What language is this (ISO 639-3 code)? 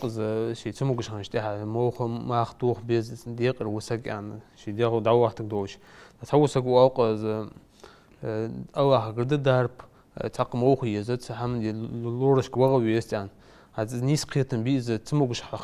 inh